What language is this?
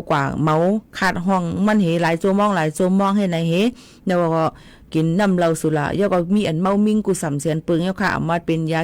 Shan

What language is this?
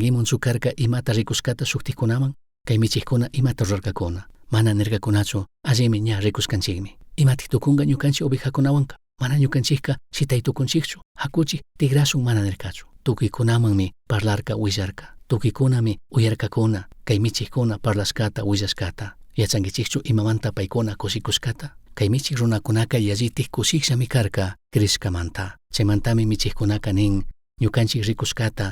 Chimborazo Highland Quichua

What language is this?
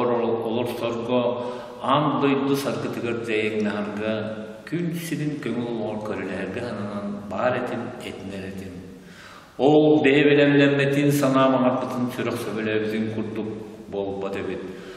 Yakut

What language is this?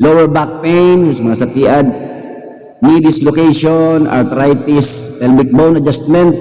Bikol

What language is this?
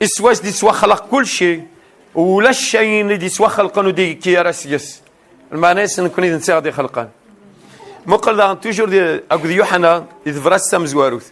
Kabyle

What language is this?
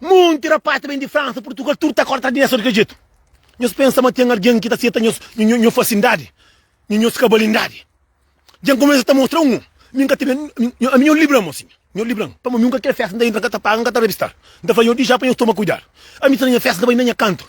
Kabuverdianu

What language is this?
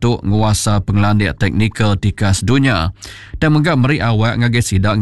Iban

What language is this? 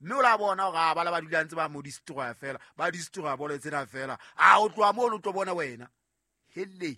Southern Sotho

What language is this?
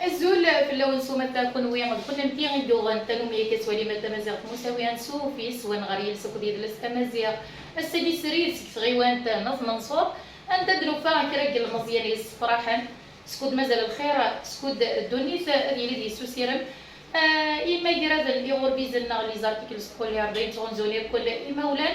Kabyle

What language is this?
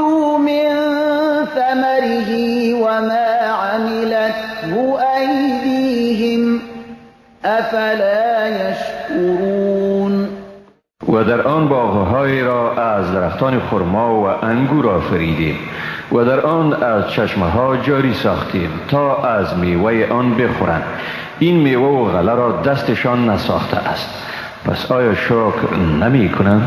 Persian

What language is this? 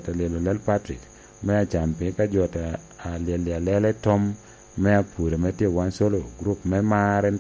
Lango (Uganda)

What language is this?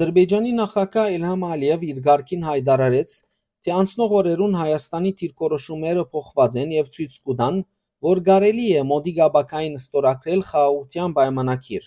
Western Armenian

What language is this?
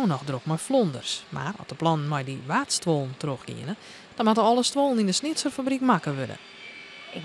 Western Frisian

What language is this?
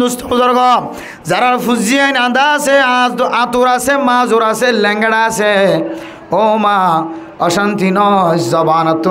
Rohingya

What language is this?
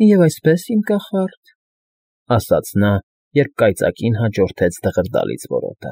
Armenian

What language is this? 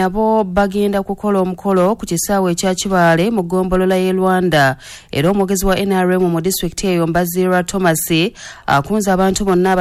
Ganda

